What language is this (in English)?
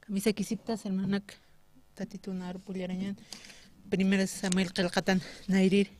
Aymara